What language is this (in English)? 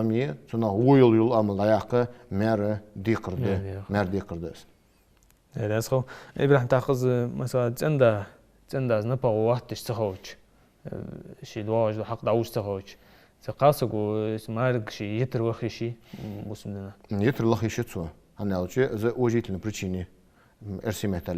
Ingush